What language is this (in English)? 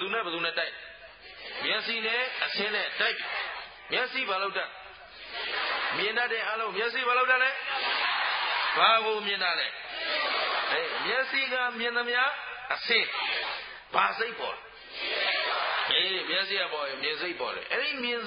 Burmese